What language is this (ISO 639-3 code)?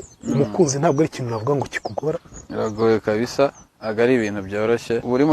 kin